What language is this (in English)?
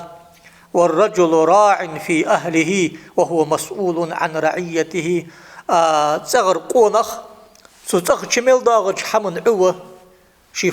Ingush